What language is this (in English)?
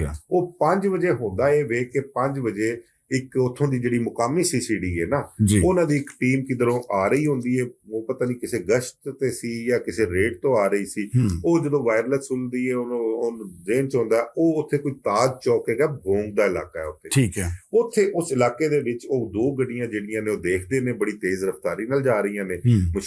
Western Panjabi